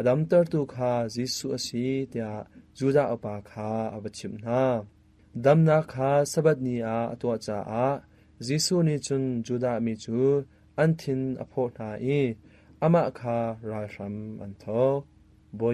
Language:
Hakha Chin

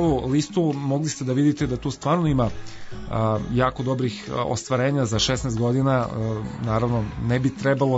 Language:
Serbian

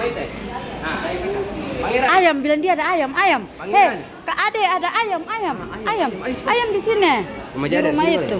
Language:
Ambonese Malay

